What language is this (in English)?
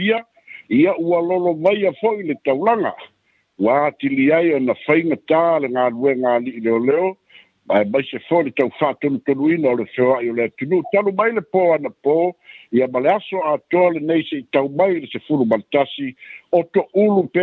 Samoan